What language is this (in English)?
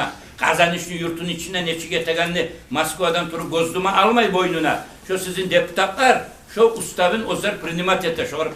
Kumyk